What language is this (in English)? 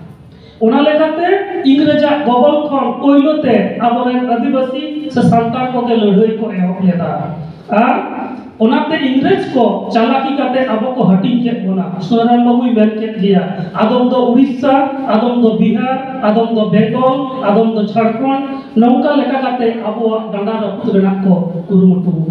Santali